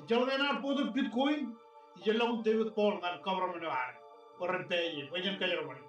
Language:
Marshallese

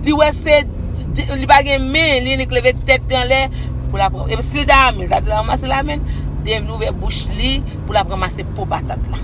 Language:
Haitian Creole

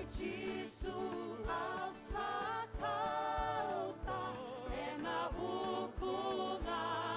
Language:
Fijian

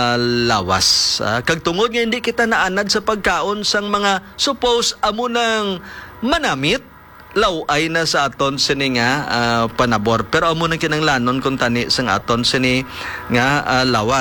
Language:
Hiligaynon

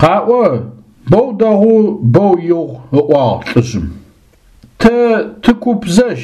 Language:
Adyghe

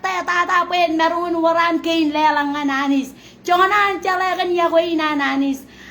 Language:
Marshallese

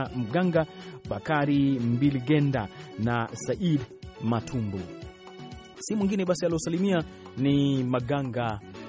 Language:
Swahili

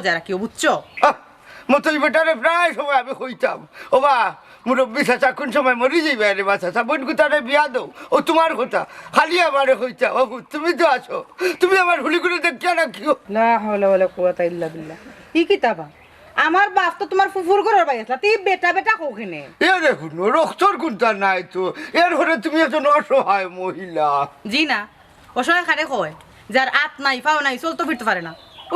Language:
Sylheti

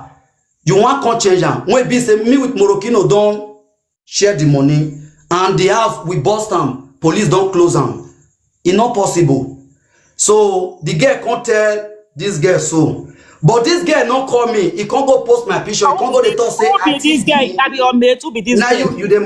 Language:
Nigerian Pidgin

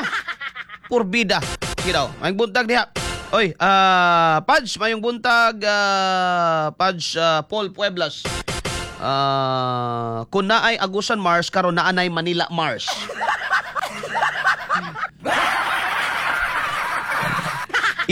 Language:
Cebuano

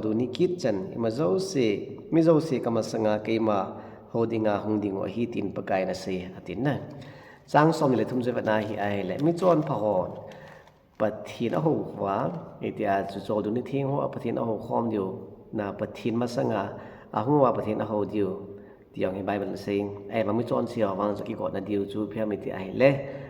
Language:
Thado Chin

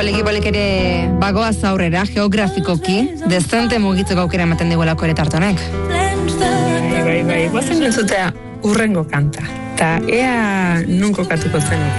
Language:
Basque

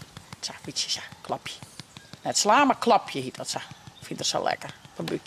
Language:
Western Frisian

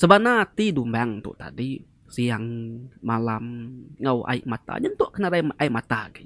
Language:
Iban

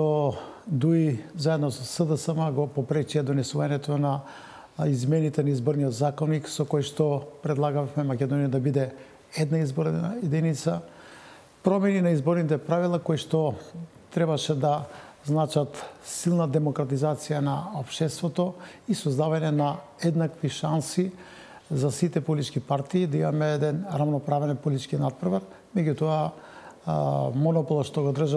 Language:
Macedonian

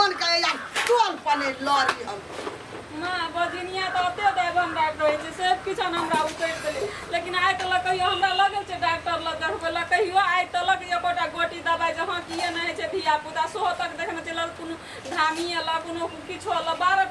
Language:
Maithili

